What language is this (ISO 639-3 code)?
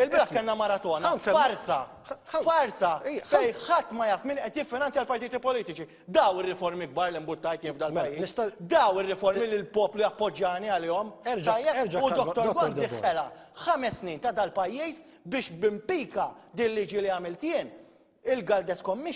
mlt